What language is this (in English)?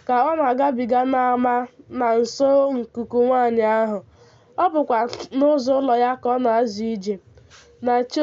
Igbo